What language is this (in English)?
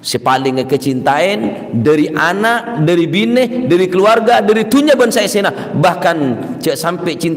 Madurese